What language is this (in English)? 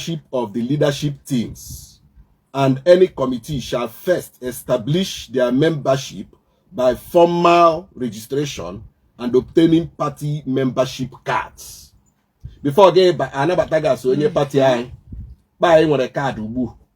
Igbo